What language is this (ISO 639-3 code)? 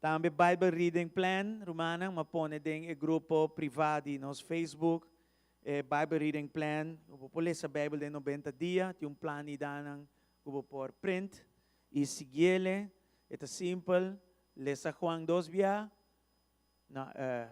pap